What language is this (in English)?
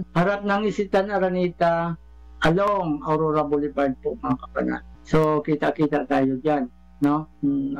Filipino